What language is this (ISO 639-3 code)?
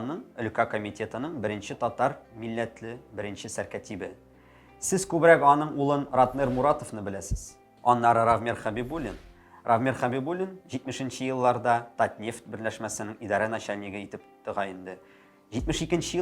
tat